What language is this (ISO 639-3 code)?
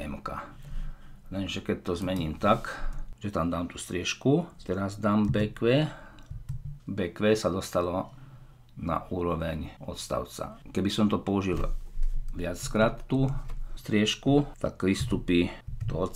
slk